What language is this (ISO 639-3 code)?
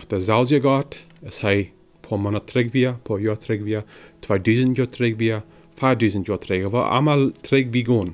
pdt